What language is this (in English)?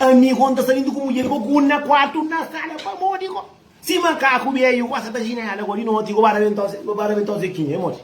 Kabuverdianu